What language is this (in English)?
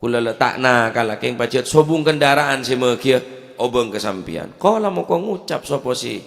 Madurese